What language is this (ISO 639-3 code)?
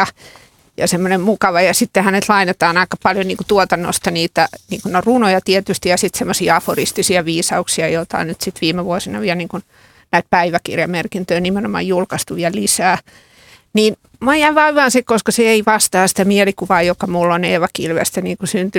fin